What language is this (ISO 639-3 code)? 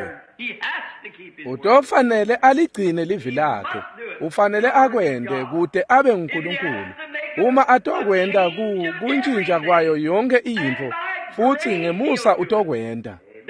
ssw